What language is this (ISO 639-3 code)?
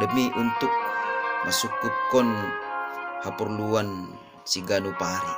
bts